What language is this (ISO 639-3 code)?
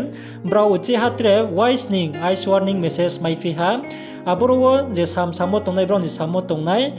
ria